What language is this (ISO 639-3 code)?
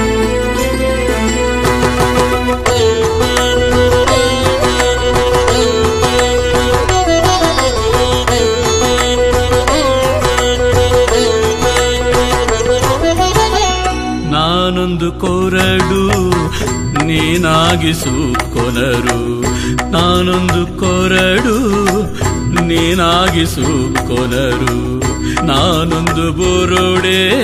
kan